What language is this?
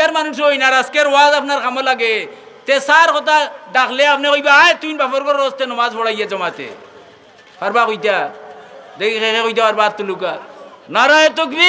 Sylheti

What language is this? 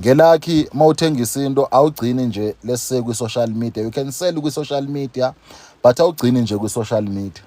Zulu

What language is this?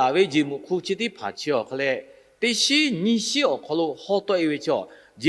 Lahu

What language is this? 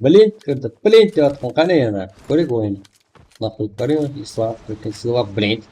Kara-Kalpak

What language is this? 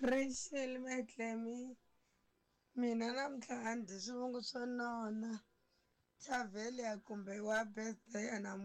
Tsonga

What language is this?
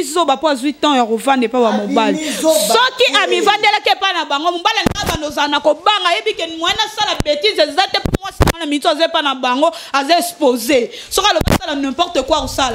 Lingala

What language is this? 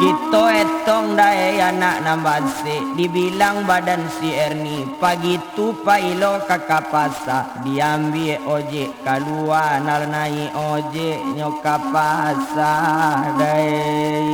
Minangkabau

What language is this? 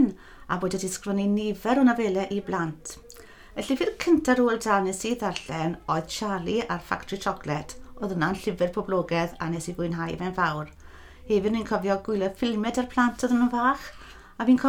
Welsh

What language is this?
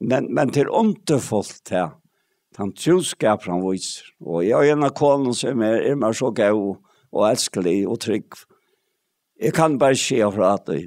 Faroese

